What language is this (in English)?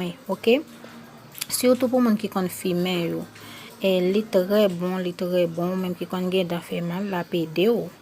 Haitian Creole